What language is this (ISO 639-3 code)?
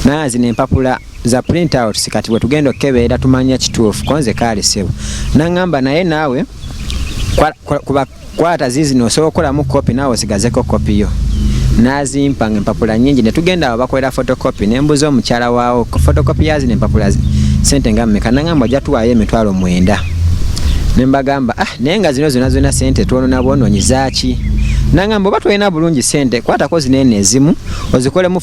lug